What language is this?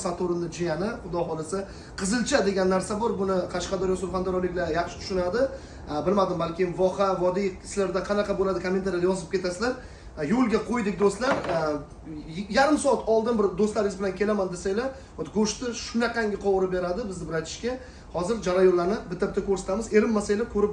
Uzbek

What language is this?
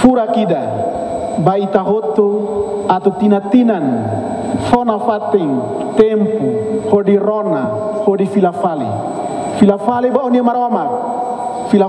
Tetum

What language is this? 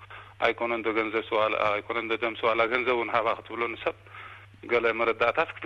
Tigrinya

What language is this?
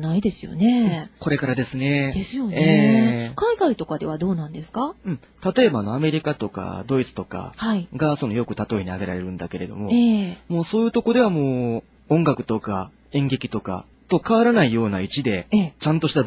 Japanese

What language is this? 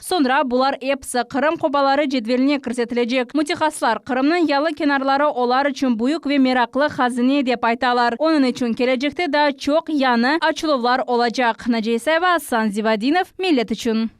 Crimean Tatar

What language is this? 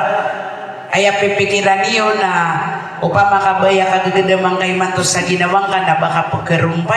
Maranao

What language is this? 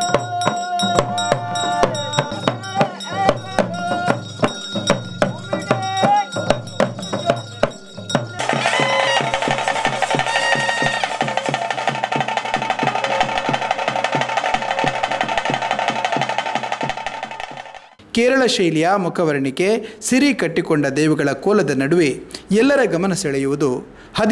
Kannada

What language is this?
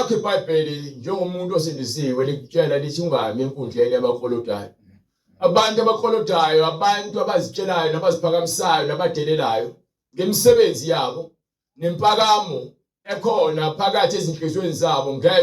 Zulu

